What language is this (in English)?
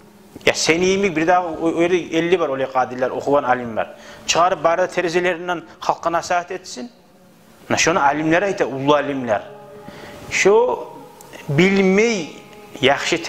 Kumyk